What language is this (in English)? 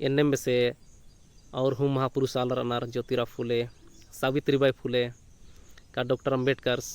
Kurukh